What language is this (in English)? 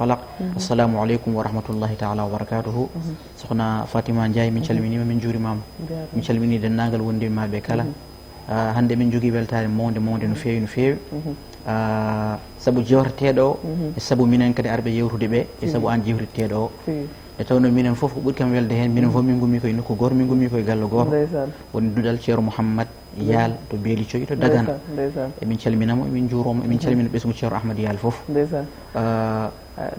Fula